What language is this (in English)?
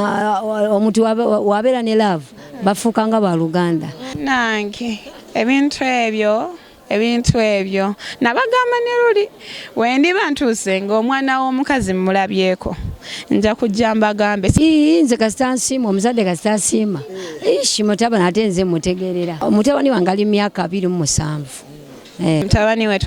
Ganda